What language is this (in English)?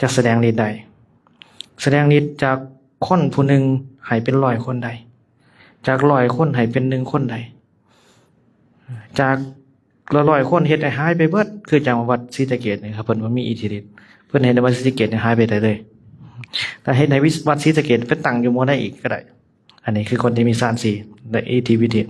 Lao